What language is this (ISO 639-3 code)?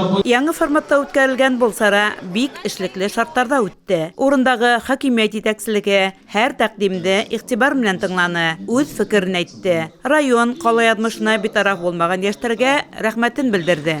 bak